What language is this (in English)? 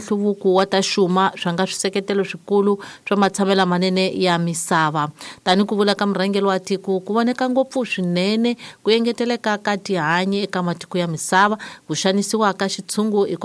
Tsonga